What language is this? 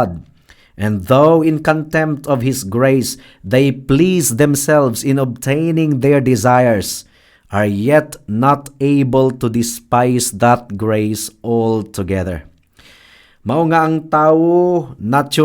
Cebuano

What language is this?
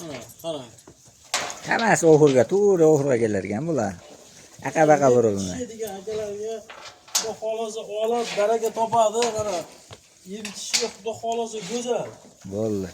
Uzbek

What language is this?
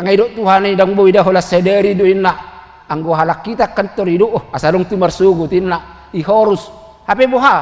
Batak Toba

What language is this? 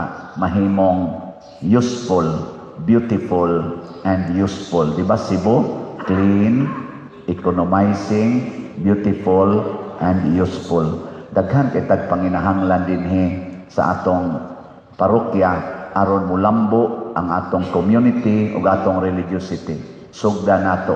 Cebuano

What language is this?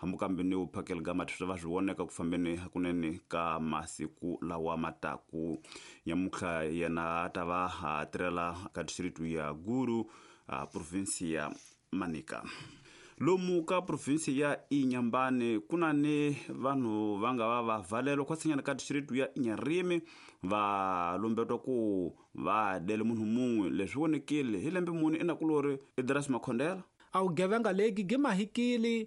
Tsonga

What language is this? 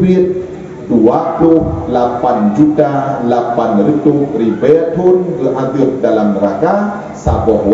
Achinese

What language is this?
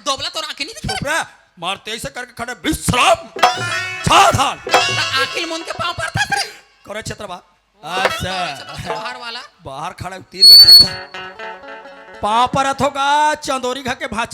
Chhattisgarhi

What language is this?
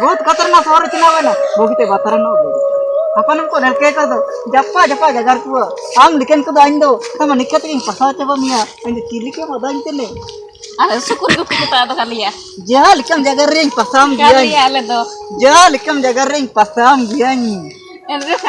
Ho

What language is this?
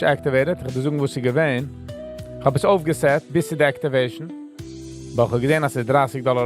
Yiddish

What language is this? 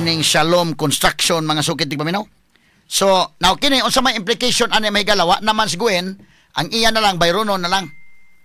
Cebuano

